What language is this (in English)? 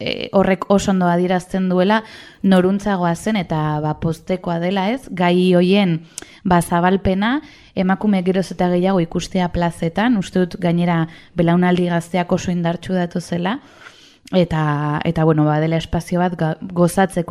Basque